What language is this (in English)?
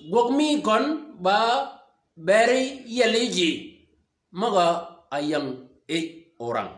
Shilluk